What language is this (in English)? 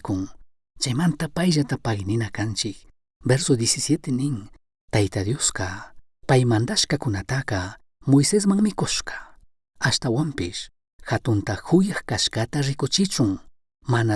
Chimborazo Highland Quichua